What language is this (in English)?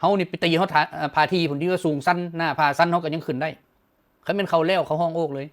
Lao